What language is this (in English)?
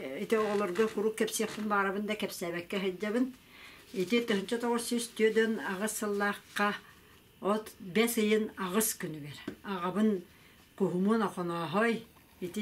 Yakut